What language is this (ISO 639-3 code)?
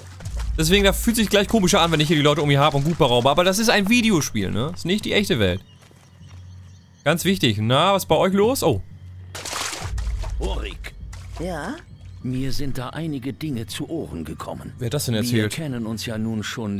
deu